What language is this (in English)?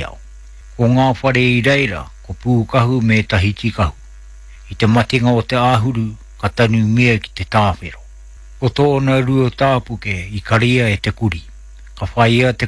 Māori